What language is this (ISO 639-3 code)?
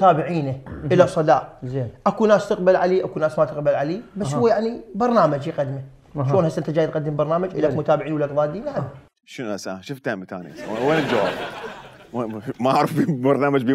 acm